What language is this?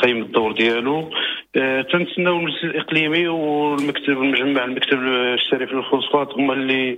Moroccan Arabic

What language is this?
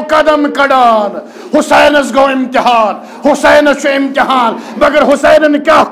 Kashmiri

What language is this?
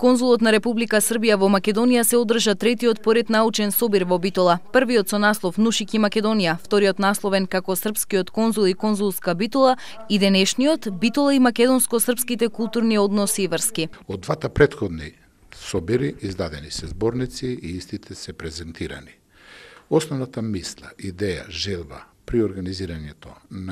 Macedonian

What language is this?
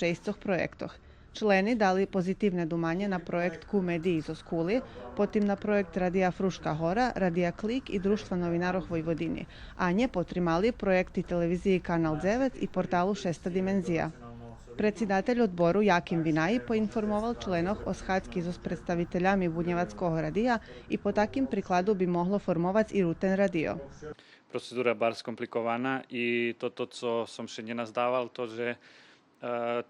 Rusyn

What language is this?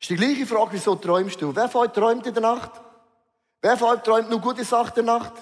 Swiss German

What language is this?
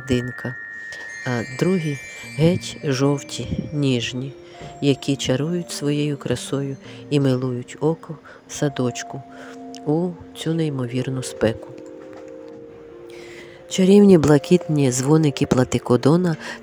Ukrainian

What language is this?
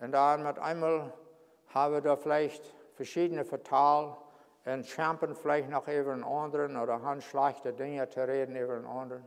Plautdietsch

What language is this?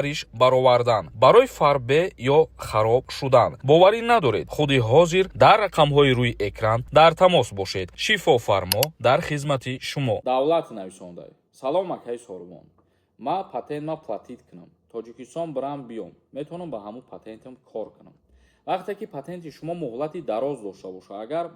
Tajik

